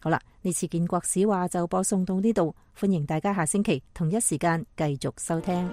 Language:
Cantonese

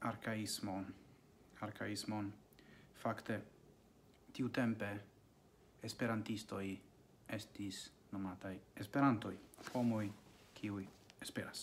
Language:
Esperanto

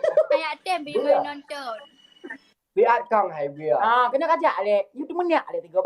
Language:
Achinese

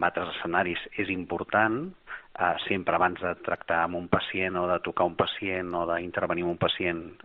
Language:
Catalan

